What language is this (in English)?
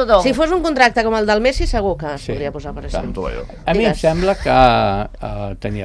Catalan